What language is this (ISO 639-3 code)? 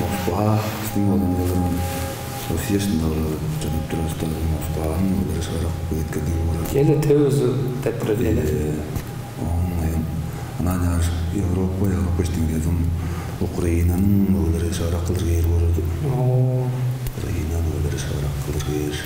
tyv